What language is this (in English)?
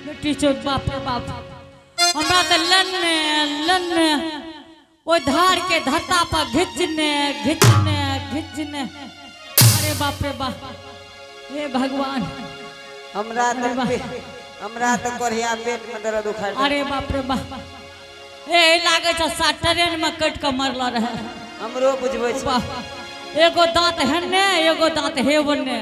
Angika